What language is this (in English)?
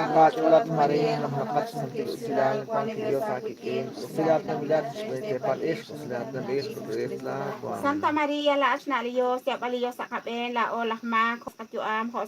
Kekchí